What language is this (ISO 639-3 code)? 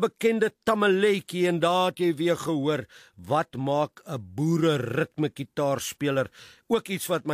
afr